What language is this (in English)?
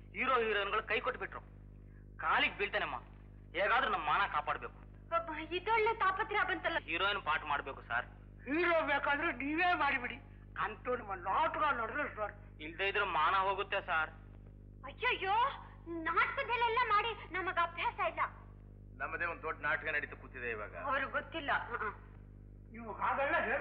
Kannada